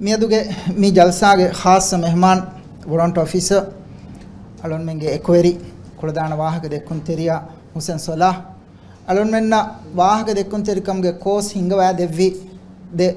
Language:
Divehi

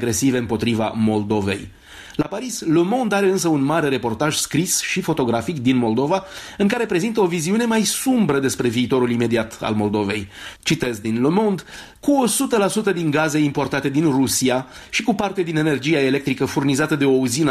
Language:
Romanian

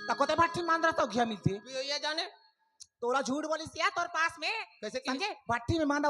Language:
Chhattisgarhi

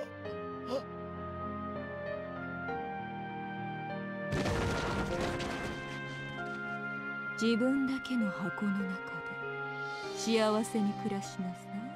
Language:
Japanese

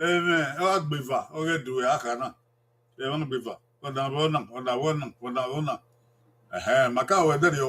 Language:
Bini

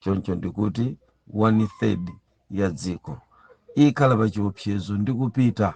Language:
Nyanja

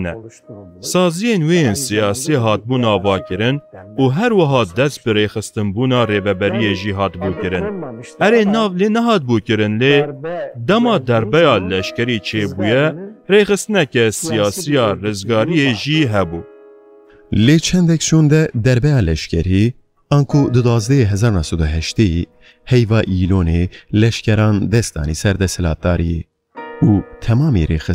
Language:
Kurdish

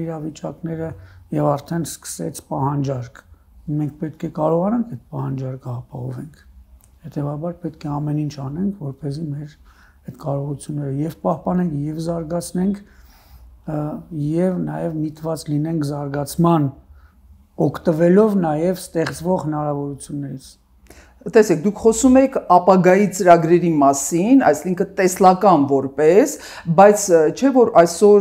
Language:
Armenian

